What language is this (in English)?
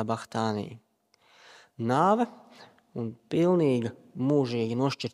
Latvian